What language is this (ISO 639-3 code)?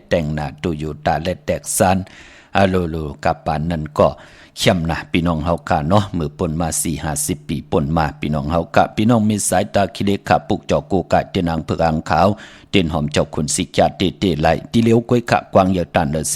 shn